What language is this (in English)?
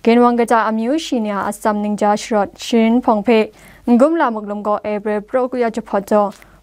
Kachin